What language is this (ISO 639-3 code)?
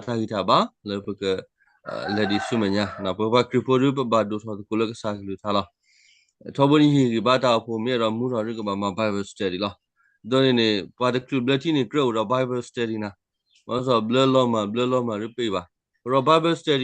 ksw